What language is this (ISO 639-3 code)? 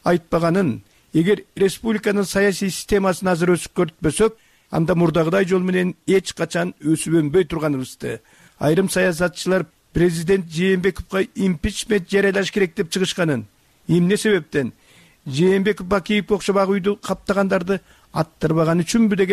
kir